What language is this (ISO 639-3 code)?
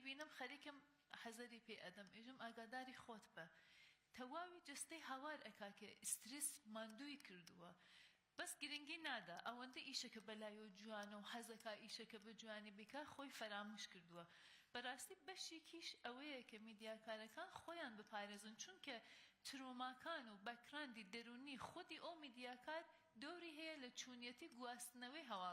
ckb